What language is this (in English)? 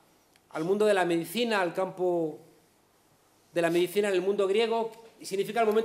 Spanish